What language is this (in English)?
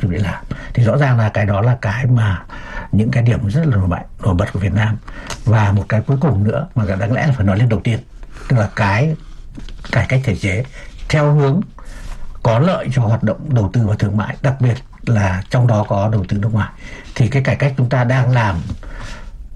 Vietnamese